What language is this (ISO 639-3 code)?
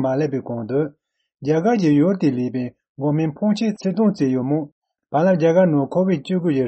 bod